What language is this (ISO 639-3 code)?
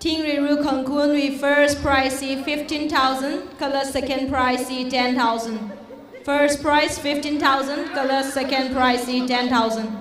nmf